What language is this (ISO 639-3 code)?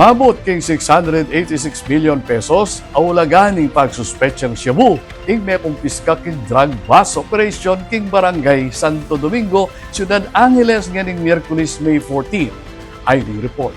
pam